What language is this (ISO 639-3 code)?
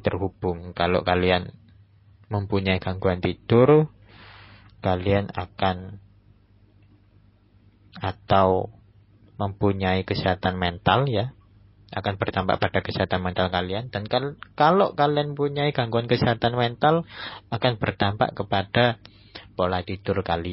ind